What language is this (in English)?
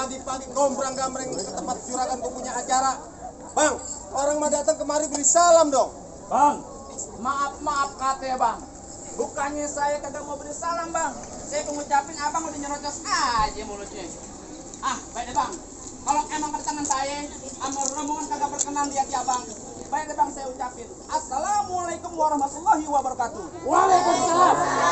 Betawi